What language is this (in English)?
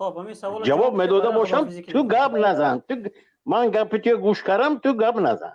Tajik